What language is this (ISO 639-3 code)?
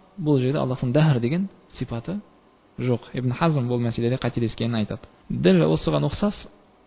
kaz